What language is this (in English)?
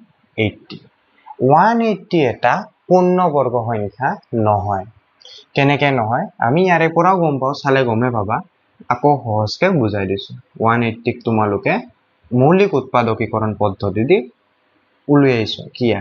Assamese